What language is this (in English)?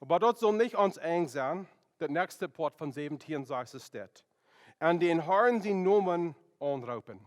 Plautdietsch